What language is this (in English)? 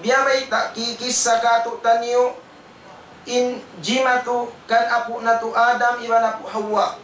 Tausug